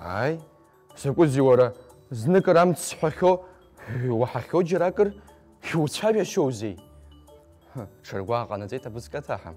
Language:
Abkhazian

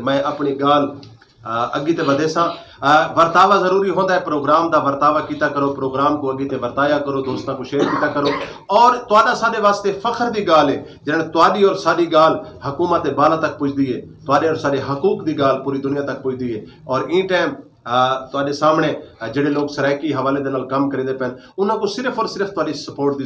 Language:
Saraiki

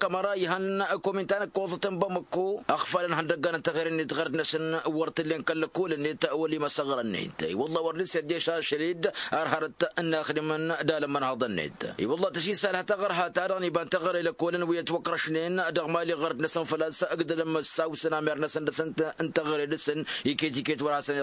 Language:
Tamasheq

